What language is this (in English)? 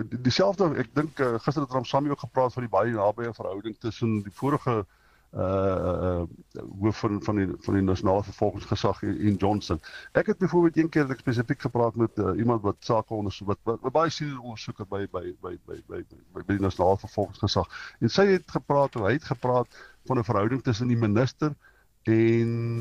Afrikaans